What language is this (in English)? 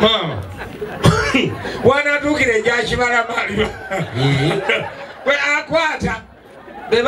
Ganda